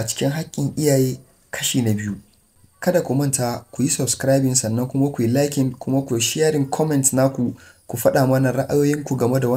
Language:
Hausa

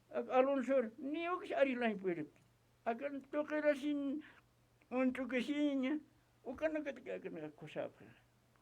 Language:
Aymara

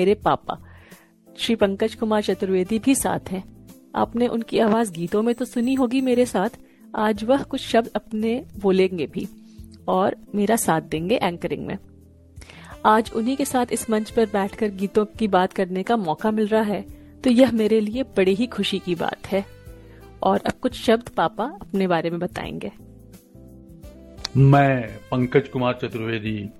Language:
Hindi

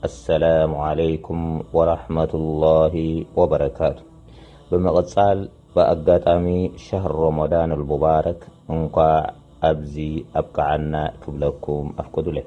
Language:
Tigrinya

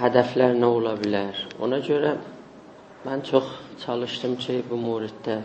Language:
South Azerbaijani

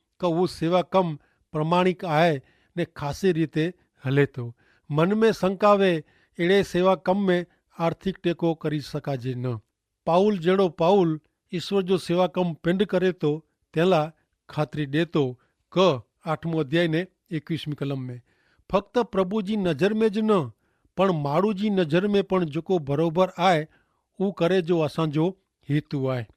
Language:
Kachhi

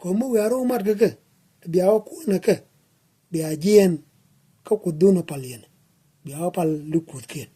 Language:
Nuer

